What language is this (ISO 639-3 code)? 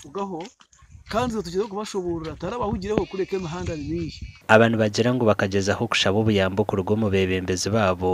nyn